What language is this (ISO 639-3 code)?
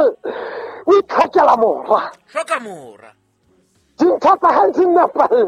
sot